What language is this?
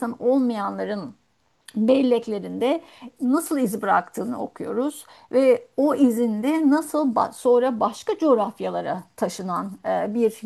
Turkish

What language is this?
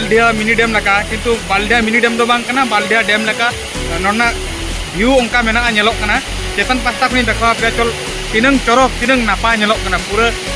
Santali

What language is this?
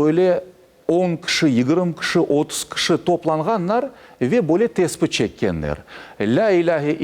Crimean Tatar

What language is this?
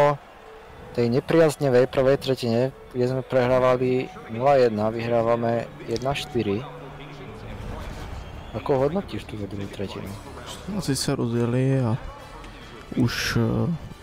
Slovak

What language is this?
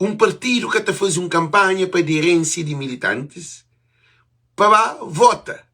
Kabuverdianu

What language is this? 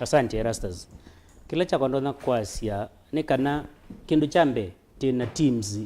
Kamba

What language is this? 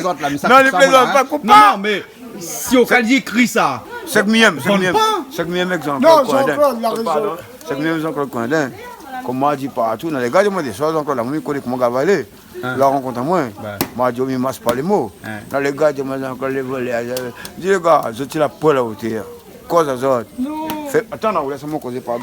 Réunion Creole French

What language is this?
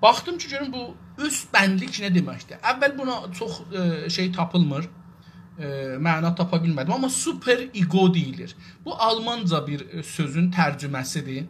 South Azerbaijani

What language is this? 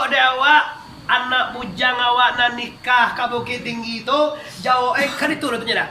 Minangkabau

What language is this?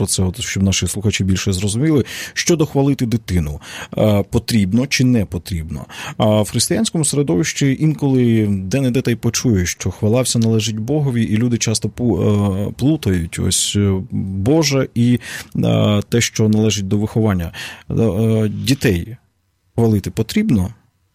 Ukrainian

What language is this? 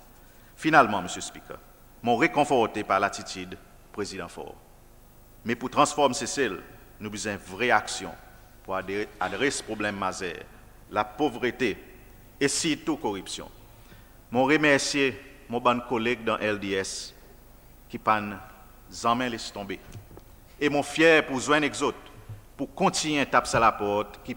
Seselwa Creole French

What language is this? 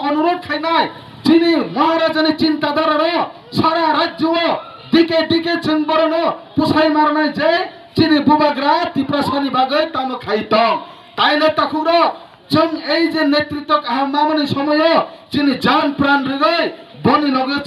Kok Borok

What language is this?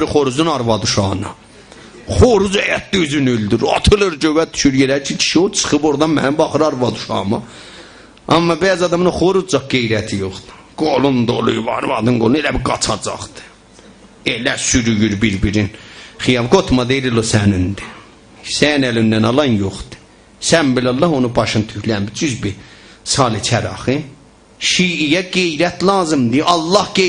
South Azerbaijani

